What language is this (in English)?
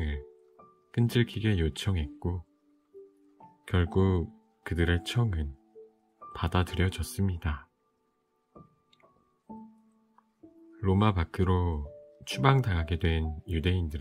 Korean